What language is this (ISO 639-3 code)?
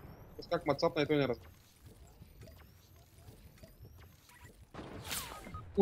bul